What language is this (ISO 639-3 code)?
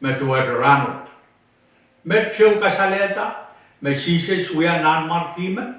pon